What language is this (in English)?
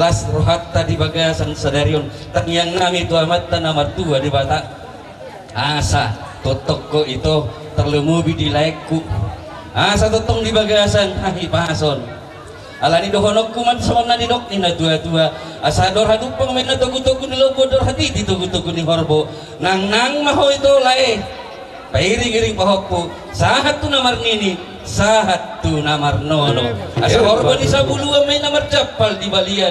Batak Toba